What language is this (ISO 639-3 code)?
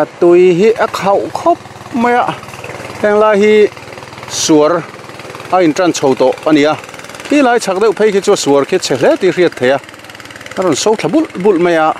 lus